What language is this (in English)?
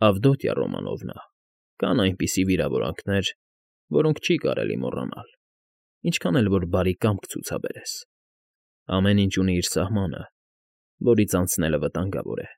Armenian